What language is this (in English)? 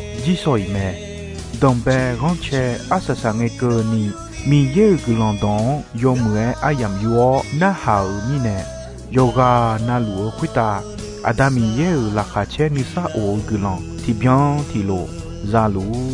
Akha